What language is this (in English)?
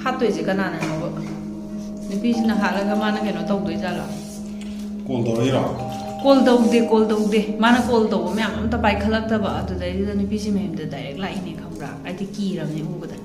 Manipuri